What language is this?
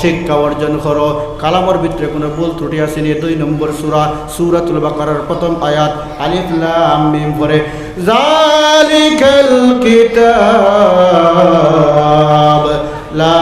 Sylheti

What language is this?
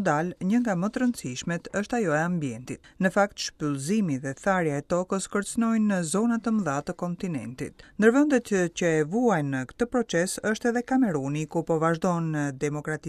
Albanian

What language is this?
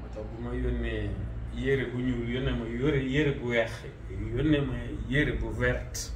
Wolof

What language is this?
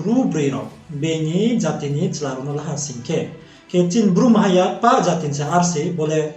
Riang (India)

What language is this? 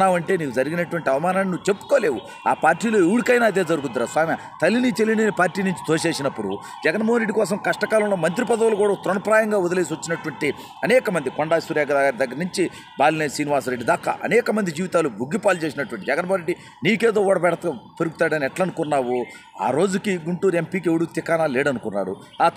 Telugu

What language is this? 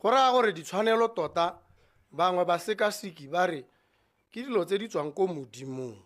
Tswana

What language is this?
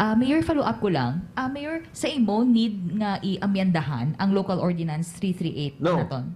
Hiligaynon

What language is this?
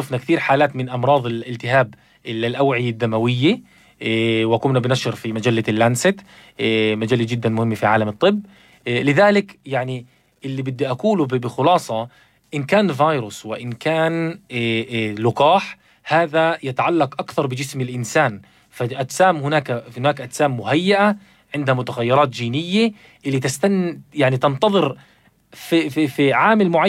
North Levantine Arabic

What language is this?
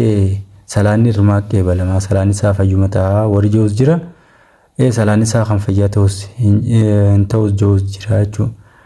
Oromo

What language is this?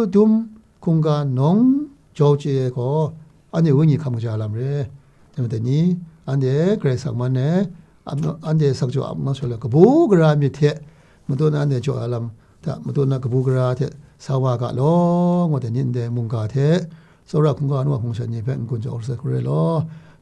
Kachin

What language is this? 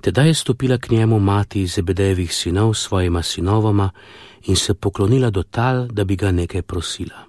Slovenian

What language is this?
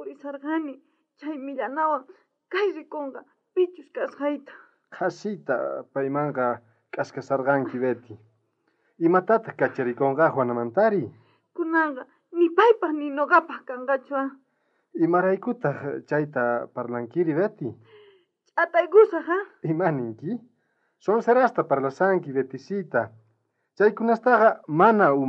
South Bolivian Quechua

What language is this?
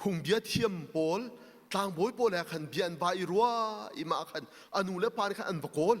Hakha Chin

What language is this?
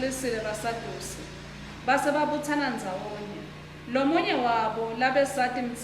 Swati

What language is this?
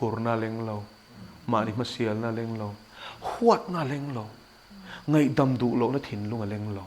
Mizo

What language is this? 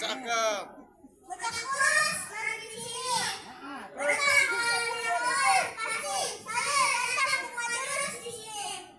Betawi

